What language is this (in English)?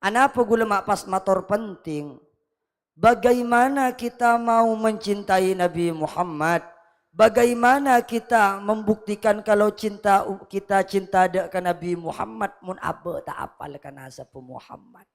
Madurese